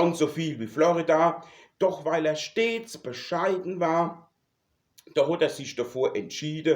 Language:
Palatine German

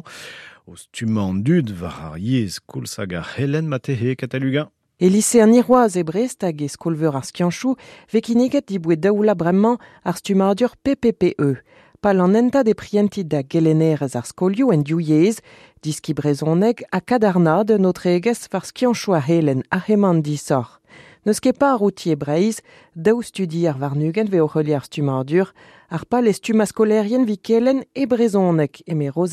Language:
Breton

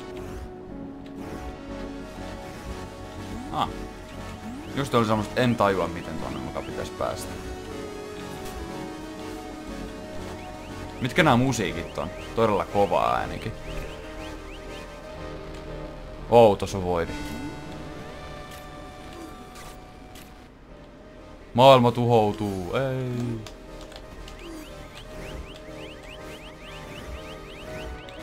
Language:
Finnish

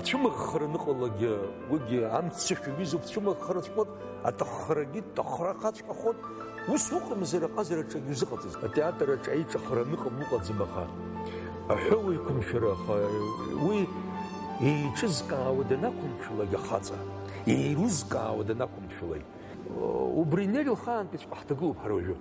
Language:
Abkhazian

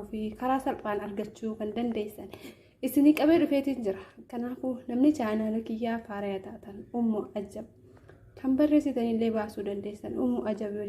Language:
Oromo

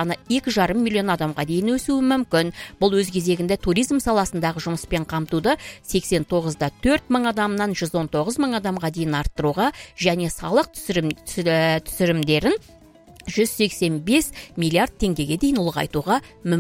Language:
Kazakh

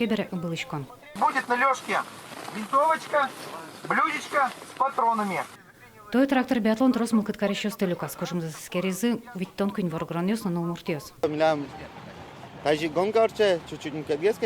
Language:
Udmurt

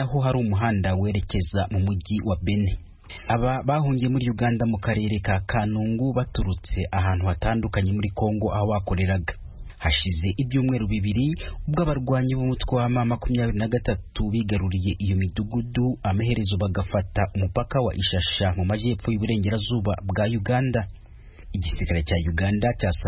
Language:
Kinyarwanda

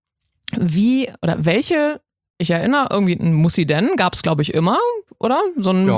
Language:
German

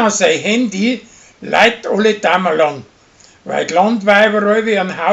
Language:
Bavarian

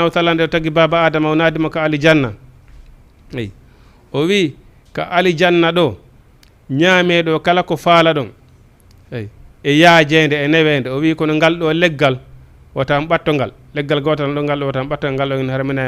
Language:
Fula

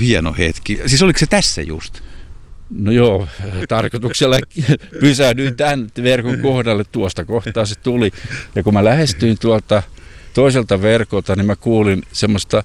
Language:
Finnish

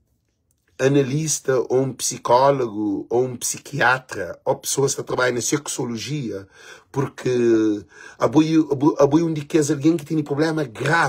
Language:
Kabuverdianu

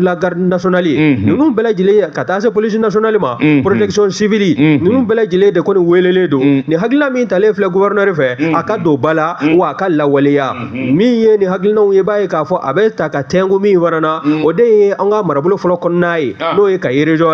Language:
Bambara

